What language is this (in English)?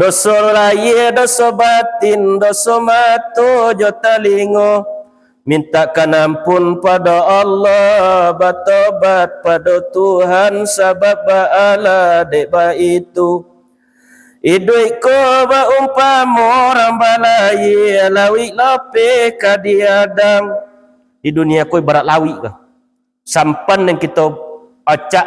Minangkabau